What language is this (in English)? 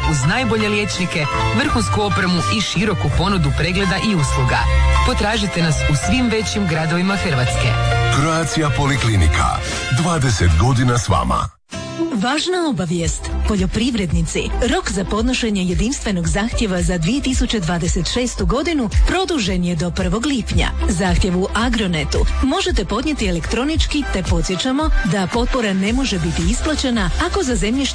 Croatian